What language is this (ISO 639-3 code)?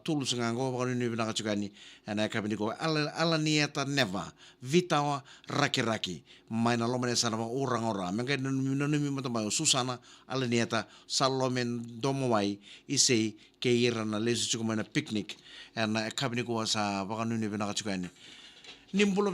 fij